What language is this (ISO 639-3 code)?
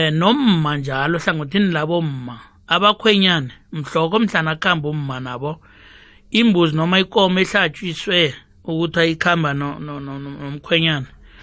nbl